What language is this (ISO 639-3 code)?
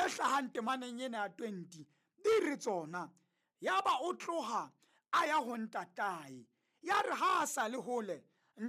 sot